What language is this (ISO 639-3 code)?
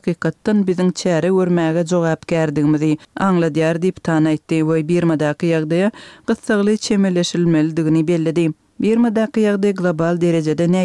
kir